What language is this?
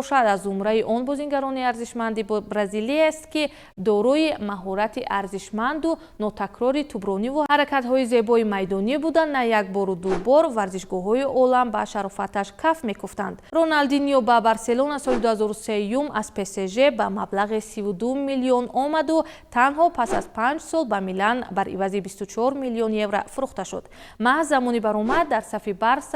Tajik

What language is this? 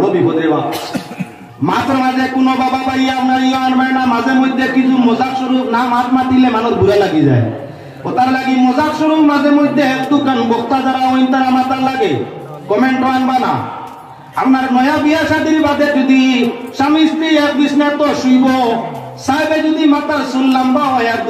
Sylheti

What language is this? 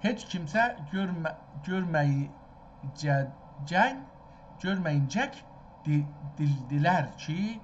South Azerbaijani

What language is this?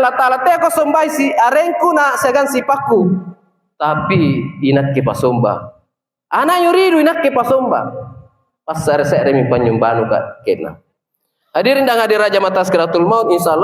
Makasar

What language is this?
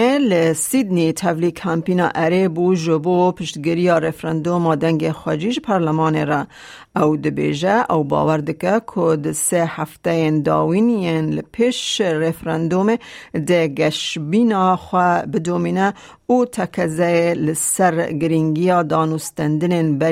Kurdish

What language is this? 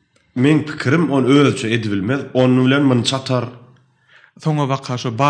Turkmen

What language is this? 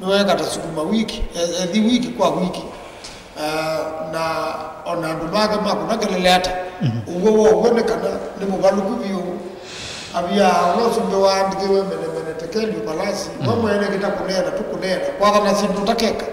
Kamba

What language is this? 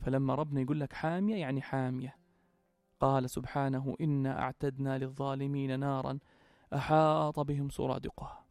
North Levantine Arabic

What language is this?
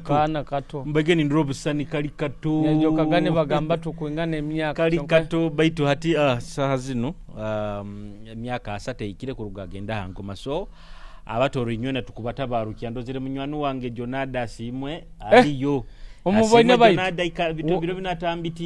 Nyoro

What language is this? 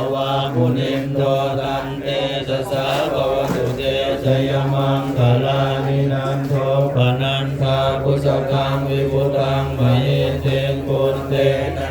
Pali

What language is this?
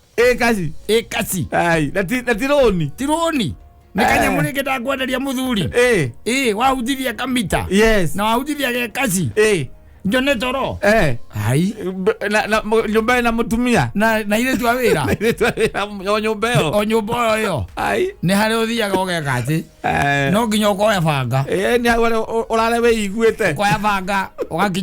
Kikuyu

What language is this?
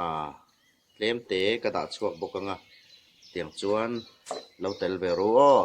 Hmar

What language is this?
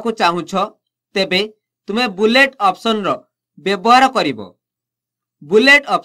Odia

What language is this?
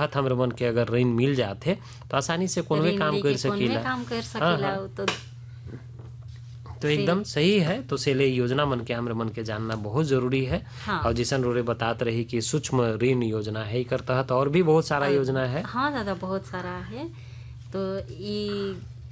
Sadri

